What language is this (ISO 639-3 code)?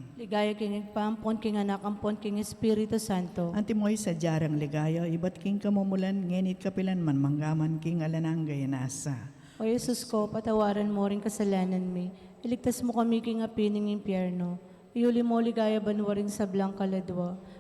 pam